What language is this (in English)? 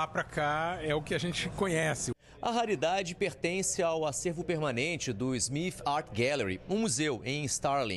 Portuguese